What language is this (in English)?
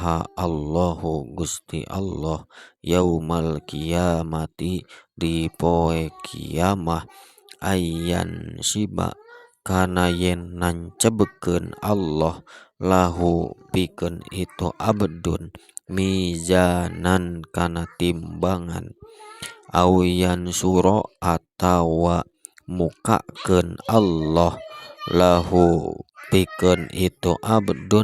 Sundanese